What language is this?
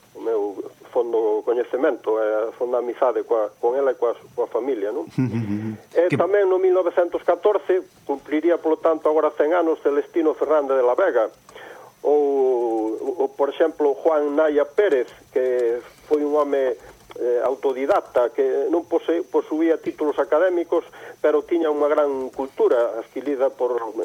Galician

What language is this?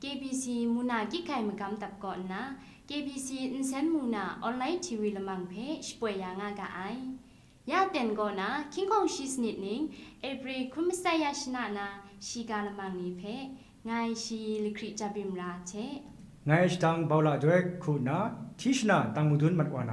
Kachin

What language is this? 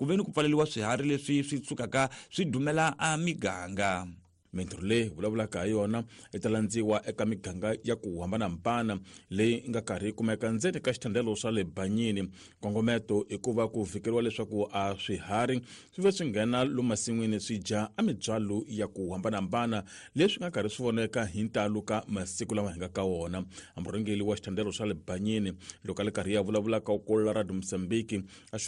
Tsonga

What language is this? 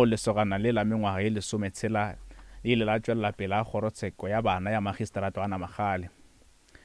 Northern Sotho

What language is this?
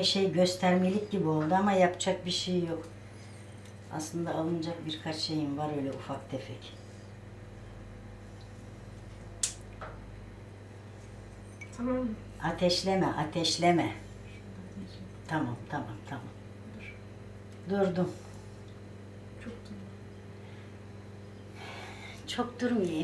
Turkish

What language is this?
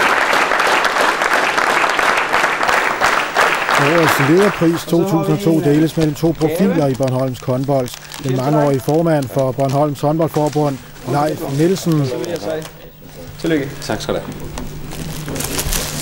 Danish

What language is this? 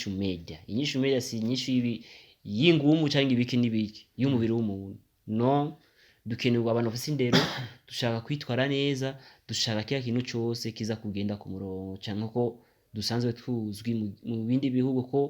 Rundi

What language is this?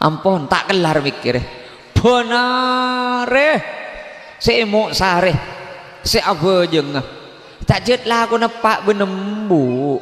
Madurese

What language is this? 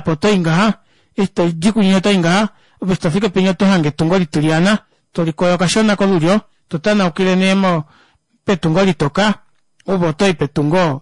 Kuanyama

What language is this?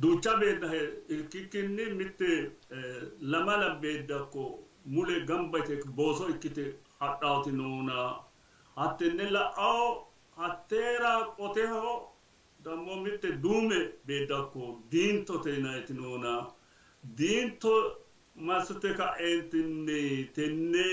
Sidamo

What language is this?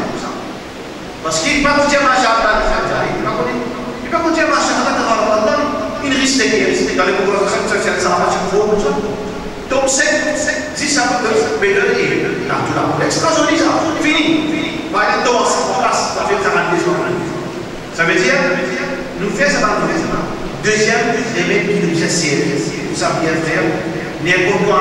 Morisyen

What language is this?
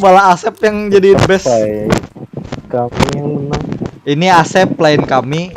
Banjar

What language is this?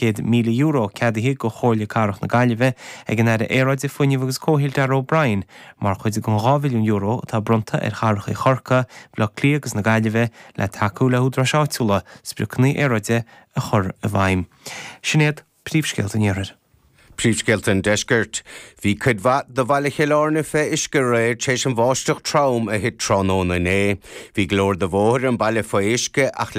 Irish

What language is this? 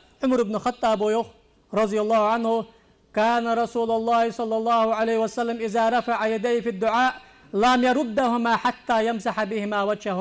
Ingush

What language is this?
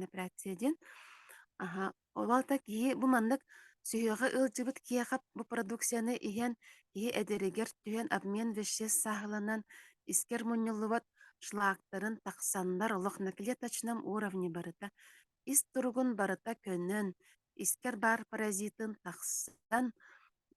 Yakut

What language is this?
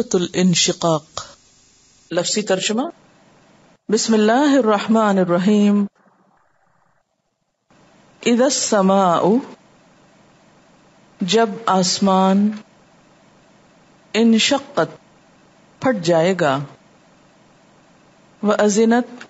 Urdu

